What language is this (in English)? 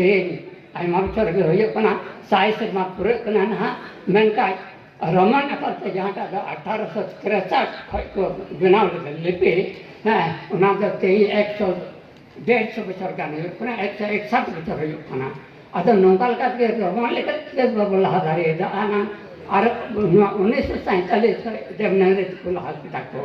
Santali